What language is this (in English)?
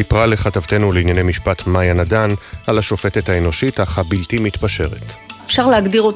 Hebrew